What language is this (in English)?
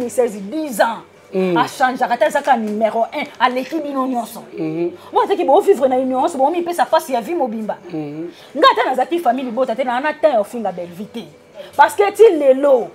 Lingala